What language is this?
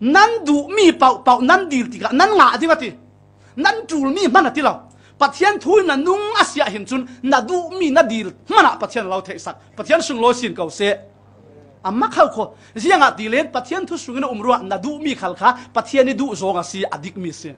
Falam Chin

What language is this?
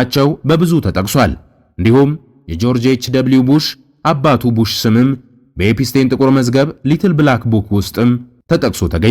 Amharic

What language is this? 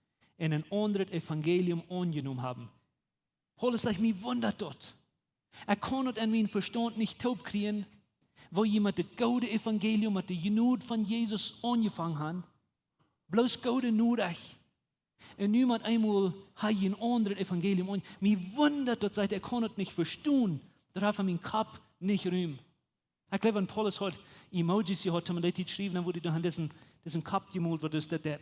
Plautdietsch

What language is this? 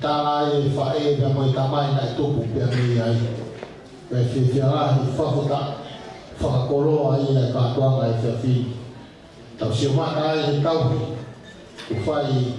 Tongan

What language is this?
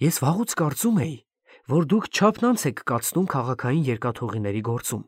Armenian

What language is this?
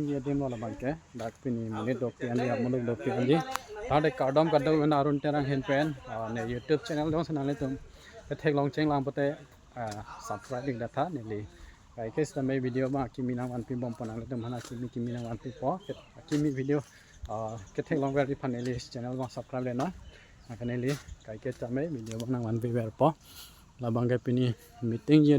Karbi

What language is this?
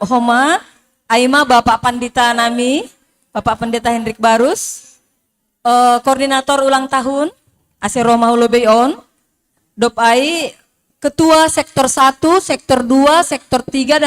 Batak Simalungun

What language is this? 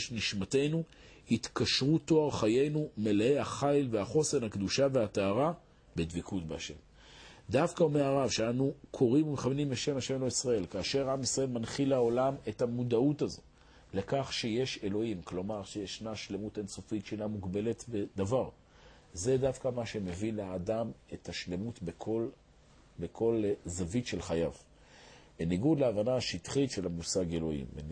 Hebrew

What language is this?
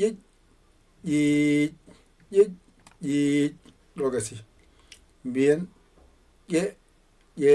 Fula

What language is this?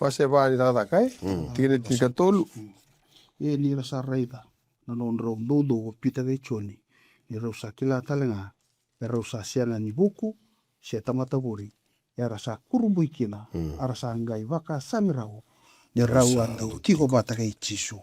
Fijian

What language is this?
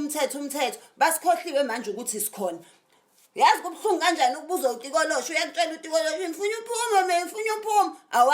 Zulu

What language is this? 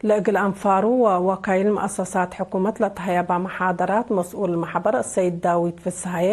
Tigre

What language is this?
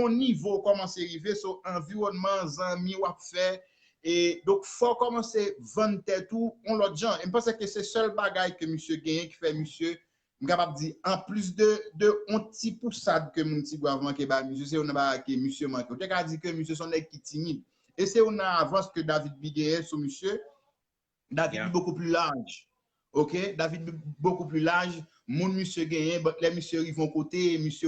Haitian Creole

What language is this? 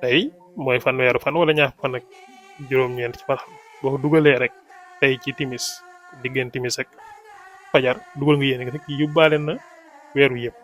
Wolof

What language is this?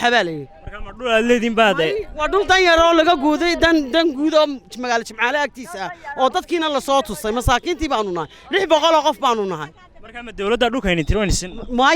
Somali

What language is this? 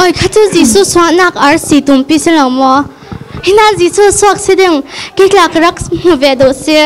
Falam Chin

